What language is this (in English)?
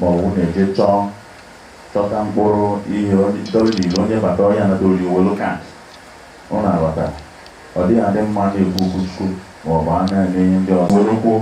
Igbo